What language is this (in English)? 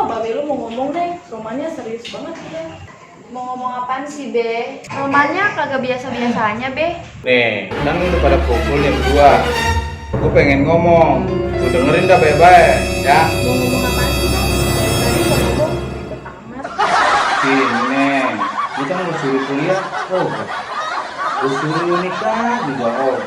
Betawi